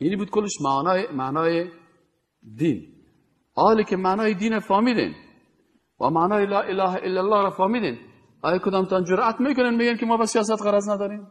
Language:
Persian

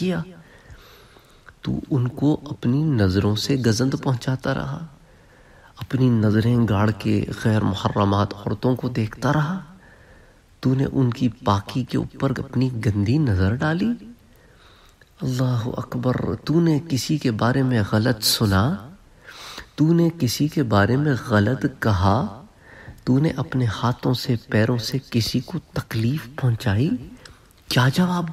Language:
Urdu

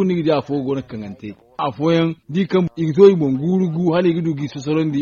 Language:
Zarma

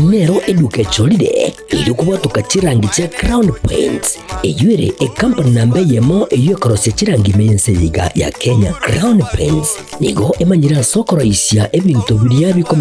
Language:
Gusii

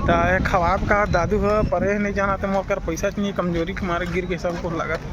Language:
Chhattisgarhi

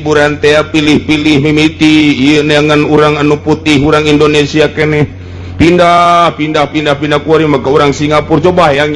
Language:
Sundanese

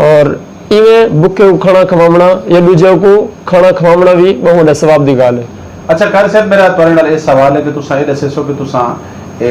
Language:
Saraiki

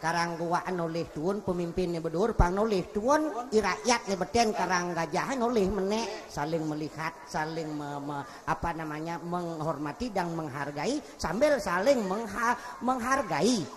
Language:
Balinese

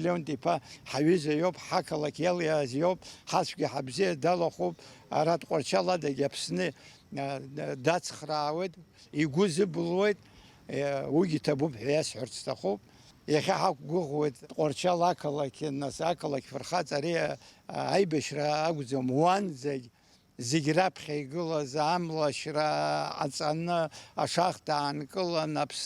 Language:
Abkhazian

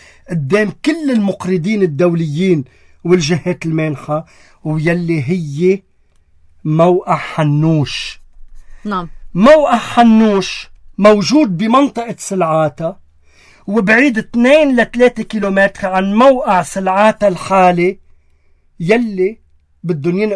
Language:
North Levantine Arabic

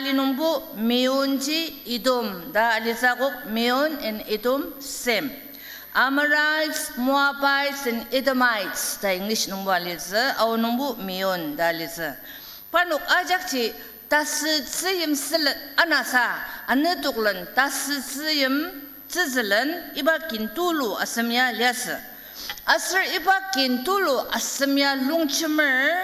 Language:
Ao Naga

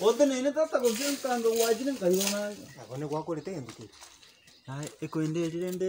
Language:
Gusii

